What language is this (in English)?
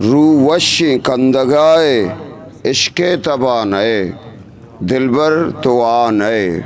Eastern Balochi